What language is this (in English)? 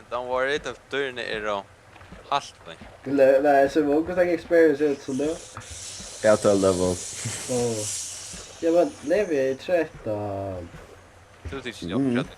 Faroese